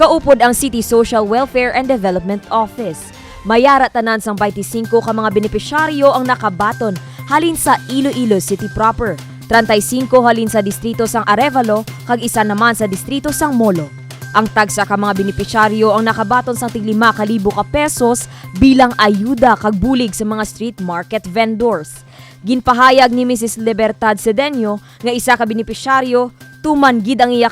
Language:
Hiligaynon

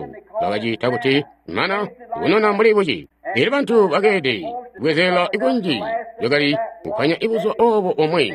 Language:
Tonga (Zambia)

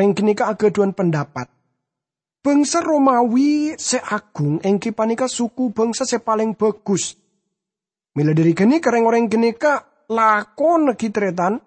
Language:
Madurese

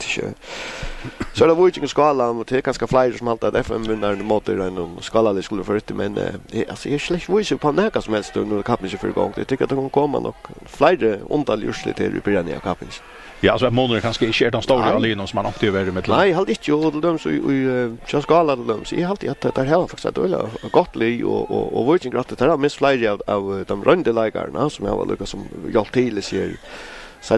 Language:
Faroese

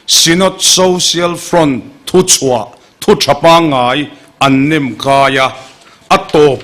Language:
Mizo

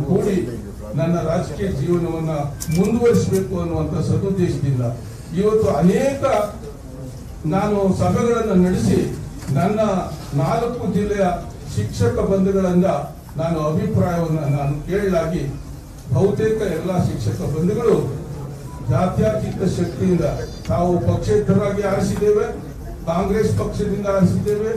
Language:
Kannada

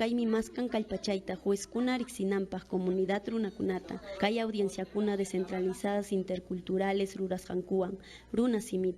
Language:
Ayacucho Quechua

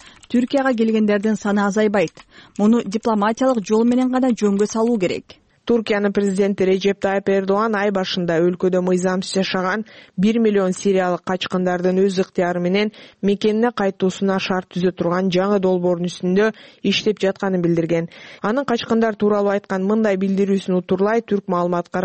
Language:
Kyrgyz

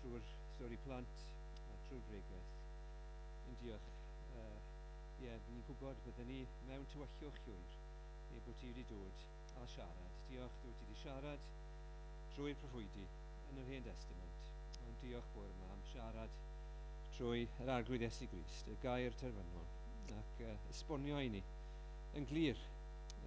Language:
Welsh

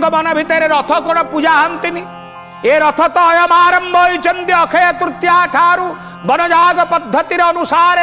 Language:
Odia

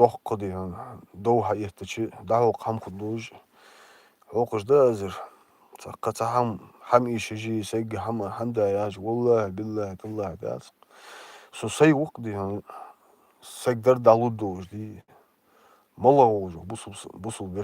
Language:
Chechen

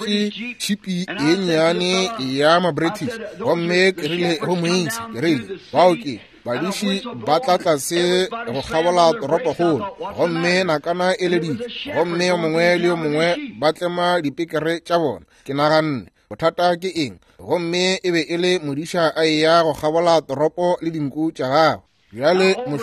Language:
Northern Sotho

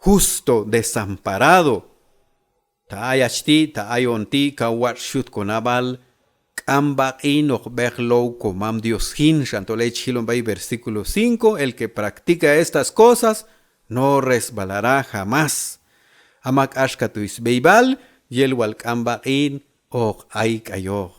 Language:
Q'anjob'al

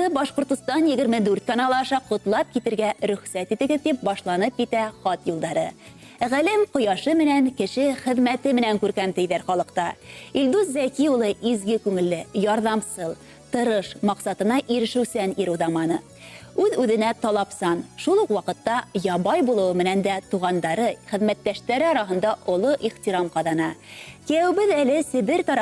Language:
Bashkir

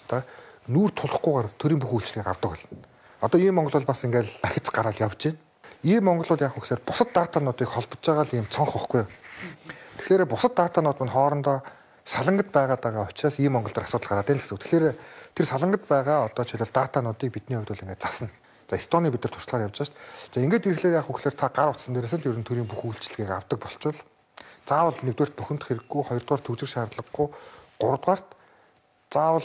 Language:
Mongolian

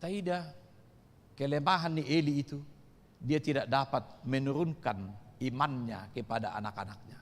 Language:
Batak Toba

